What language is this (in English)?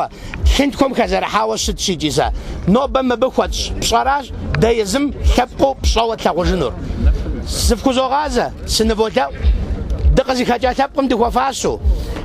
Kabardian